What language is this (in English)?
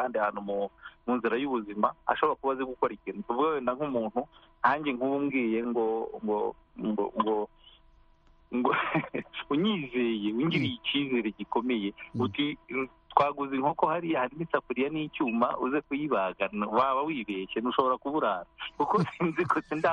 Kinyarwanda